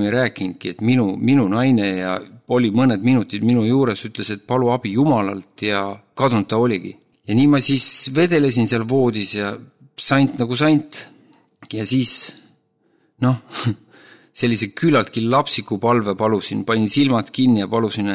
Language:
Estonian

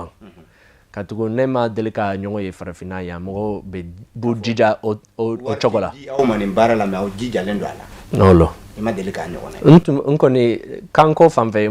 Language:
Bambara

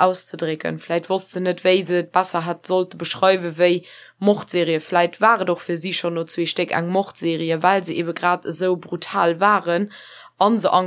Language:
Luxembourgish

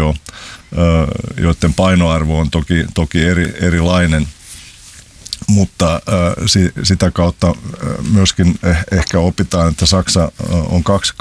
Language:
Finnish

